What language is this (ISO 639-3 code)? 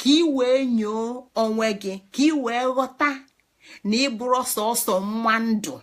ibo